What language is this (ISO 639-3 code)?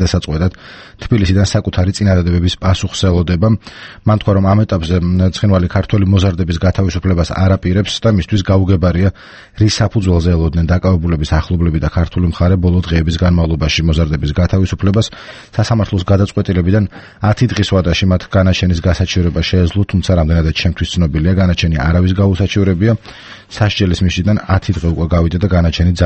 kat